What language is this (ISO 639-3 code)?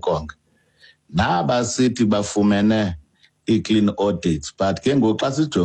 xho